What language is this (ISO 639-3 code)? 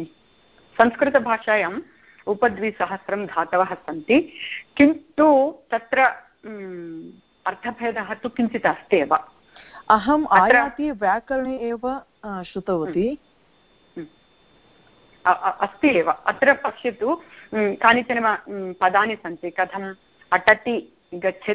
san